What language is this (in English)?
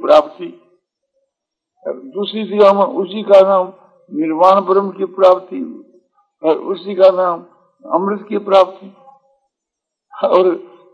Hindi